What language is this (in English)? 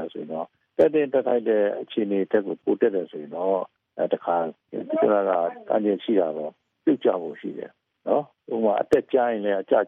Burmese